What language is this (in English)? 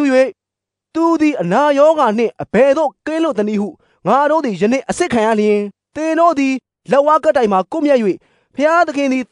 Burmese